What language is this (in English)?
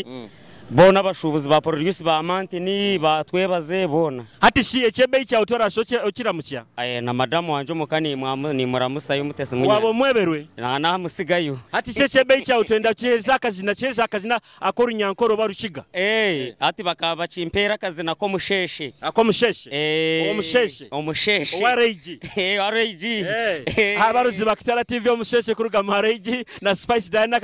Nyoro